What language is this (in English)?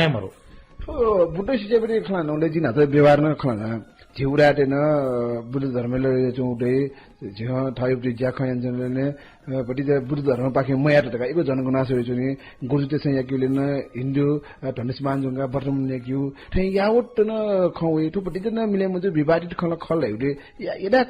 Newari